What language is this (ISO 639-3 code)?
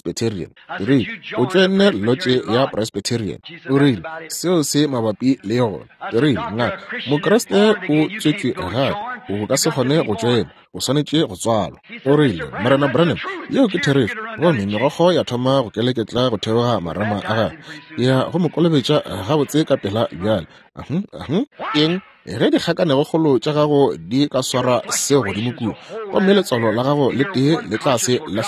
nso